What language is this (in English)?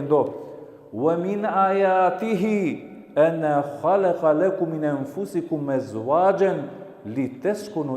Balkan Romani